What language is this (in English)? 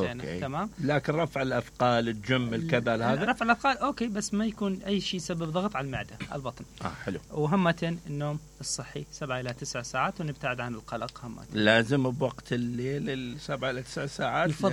Mesopotamian Arabic